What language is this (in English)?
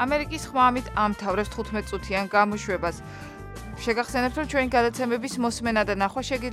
Georgian